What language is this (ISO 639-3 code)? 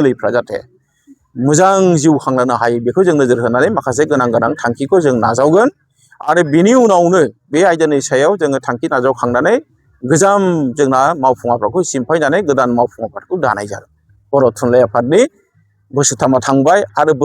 brx